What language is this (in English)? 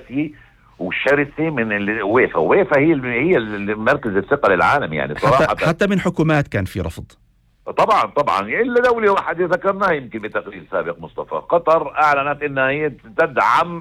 North Levantine Arabic